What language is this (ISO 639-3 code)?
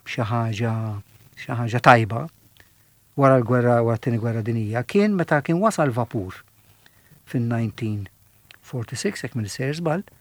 mlt